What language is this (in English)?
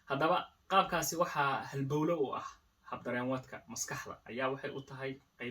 Somali